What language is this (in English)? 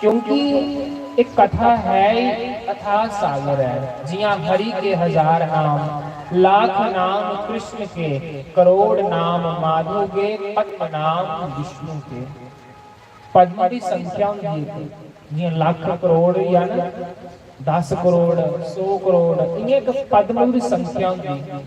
Dogri